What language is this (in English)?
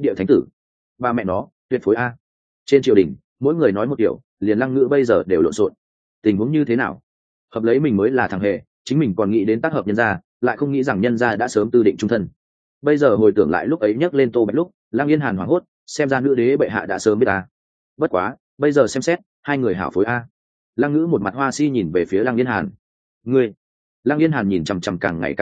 Vietnamese